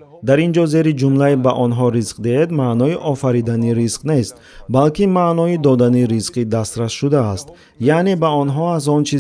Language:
Tajik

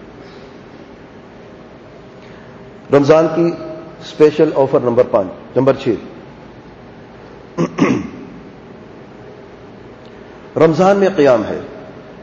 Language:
Urdu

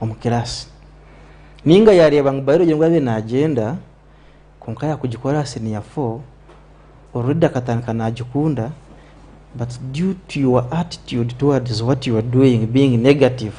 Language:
Nyankole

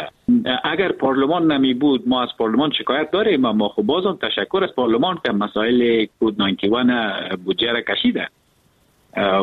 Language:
Persian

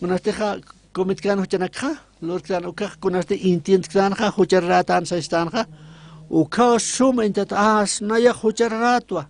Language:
Aymara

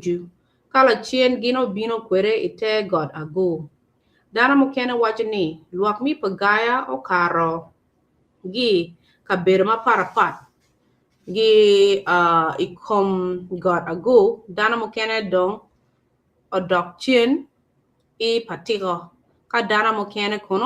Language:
Acoli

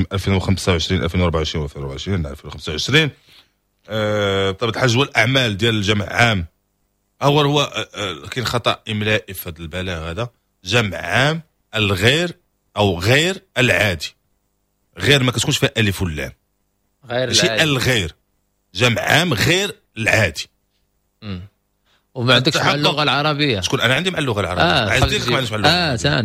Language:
Moroccan Arabic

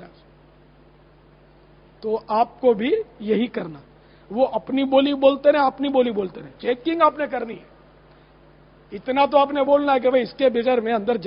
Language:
Urdu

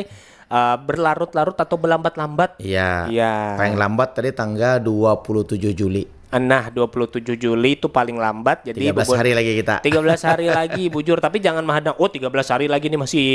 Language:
Banjar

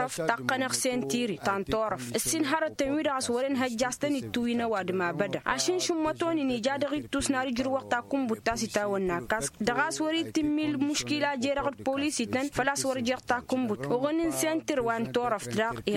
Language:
Tamasheq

